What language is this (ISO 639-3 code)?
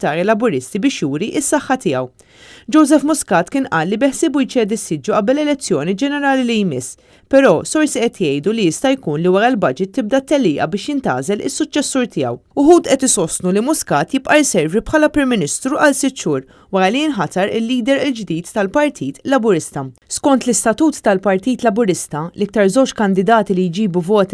mlt